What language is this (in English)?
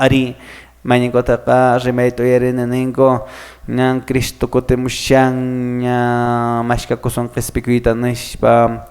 Quechua